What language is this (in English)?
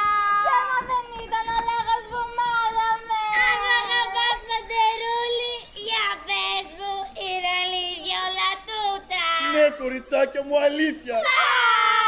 Greek